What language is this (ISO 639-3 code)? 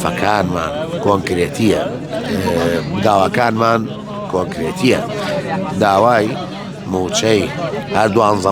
ckb